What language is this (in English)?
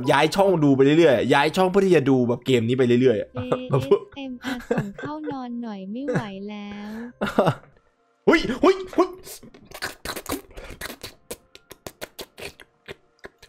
Thai